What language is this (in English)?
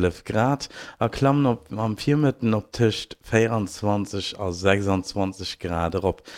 Luxembourgish